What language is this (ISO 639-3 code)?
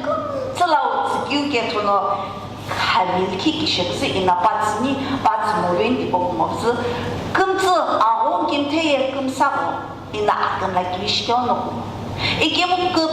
nsm